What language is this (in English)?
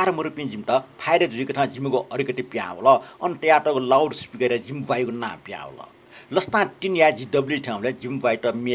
Newari